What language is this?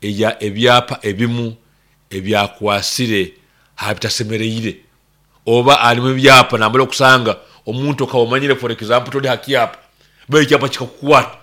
Nyoro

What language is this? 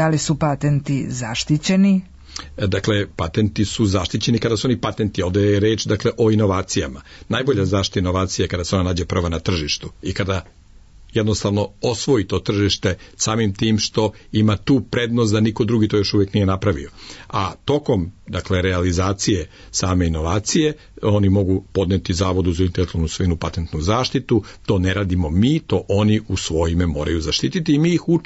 Serbian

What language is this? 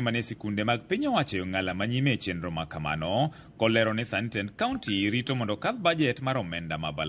Luo (Kenya and Tanzania)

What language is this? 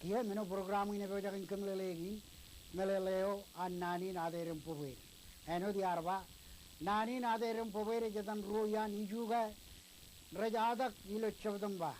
Marshallese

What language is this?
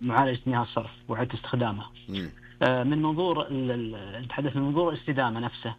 Najdi Arabic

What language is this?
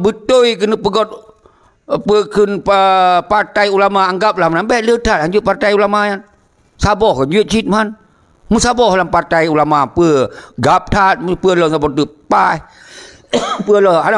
Achinese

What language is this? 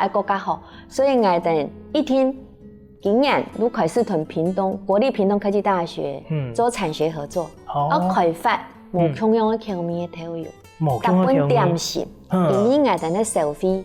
Hakka Chinese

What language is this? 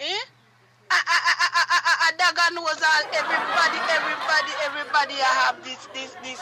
Jamaican Creole English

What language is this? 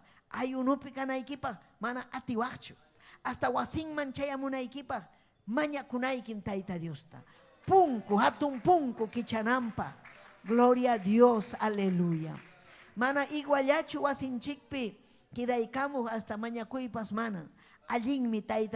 Ayacucho Quechua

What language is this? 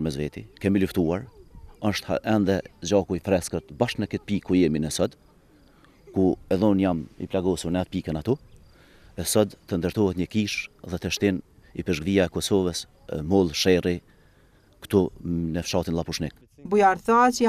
Albanian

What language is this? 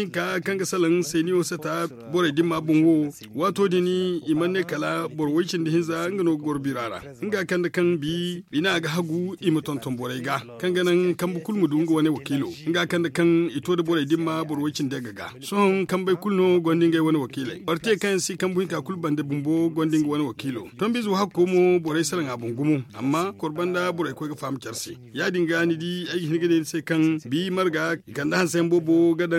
Zarma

